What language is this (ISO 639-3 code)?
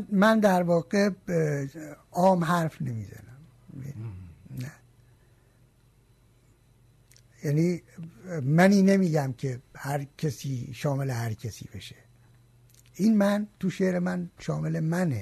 fas